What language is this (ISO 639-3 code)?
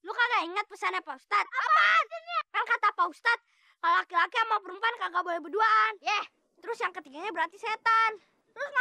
bew